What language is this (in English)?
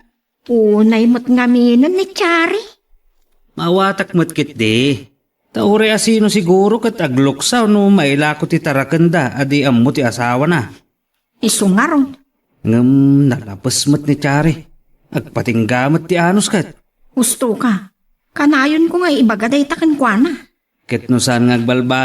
Iloko